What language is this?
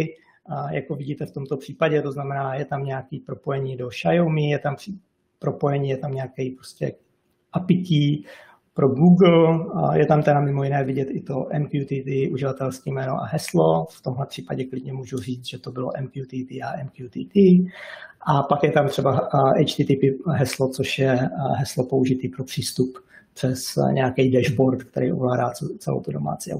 Czech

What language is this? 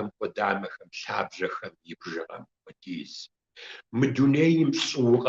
Kabardian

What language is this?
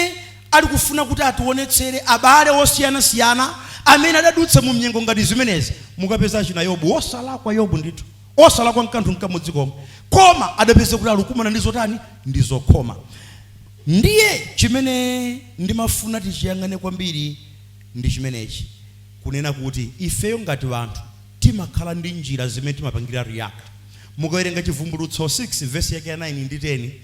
Nyanja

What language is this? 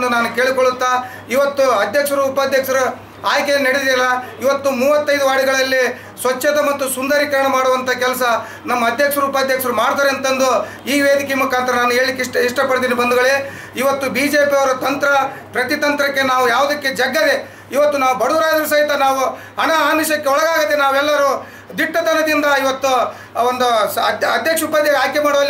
Kannada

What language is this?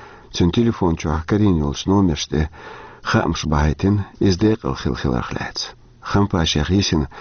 Chechen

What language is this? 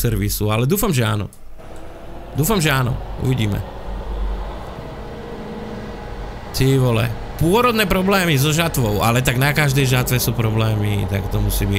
Slovak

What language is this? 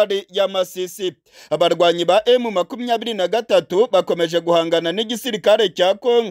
Kinyarwanda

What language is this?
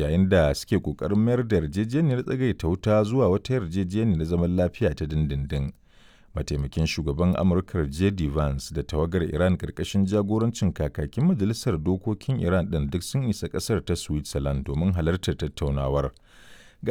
Hausa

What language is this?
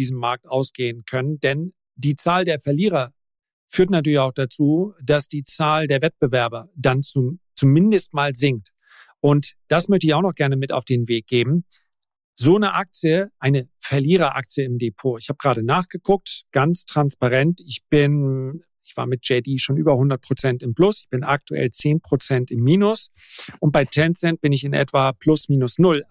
German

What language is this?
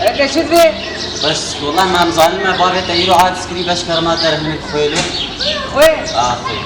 Kurdish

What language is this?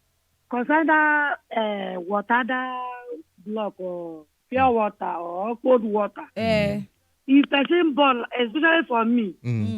Nigerian Pidgin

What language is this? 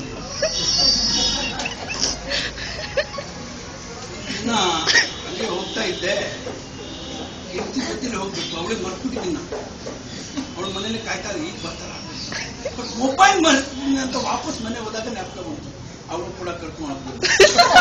Kannada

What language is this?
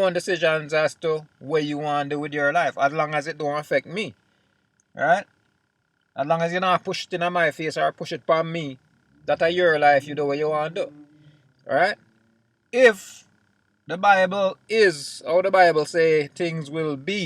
Jamaican Creole English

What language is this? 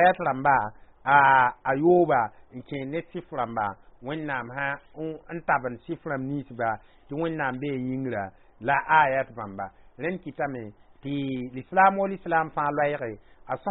Mossi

